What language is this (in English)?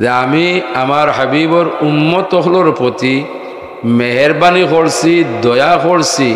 Sylheti